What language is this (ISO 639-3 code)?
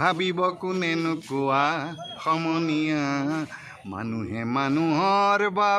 asm